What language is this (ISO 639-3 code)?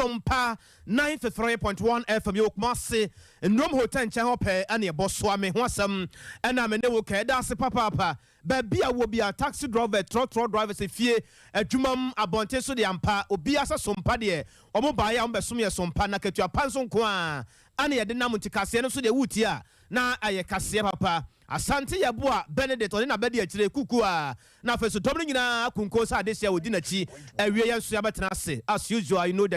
aka